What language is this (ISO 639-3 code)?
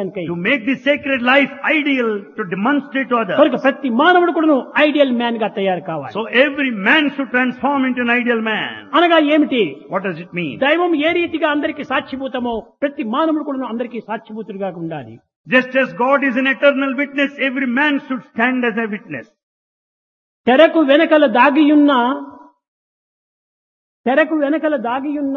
tel